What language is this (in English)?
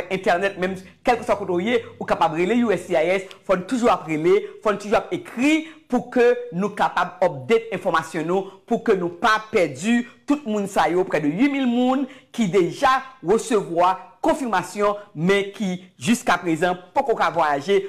Haitian Creole